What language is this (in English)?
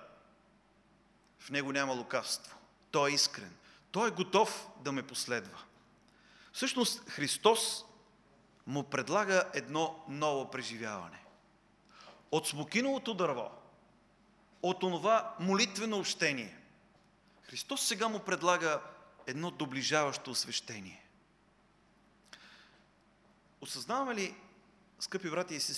Bulgarian